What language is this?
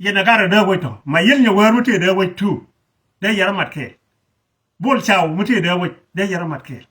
Nuer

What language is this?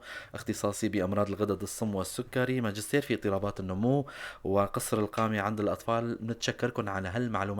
North Levantine Arabic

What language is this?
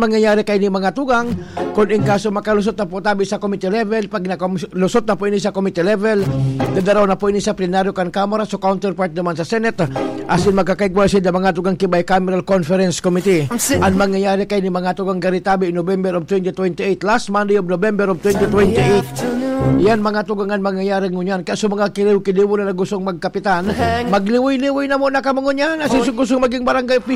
Bikol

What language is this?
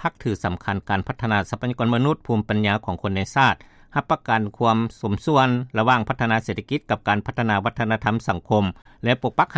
Lao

